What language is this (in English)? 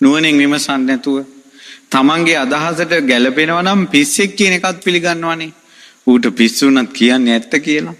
Sinhala